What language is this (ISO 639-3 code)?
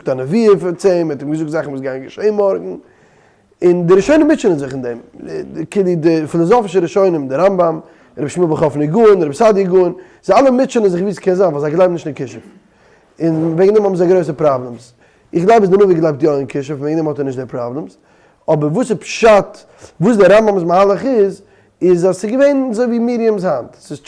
yid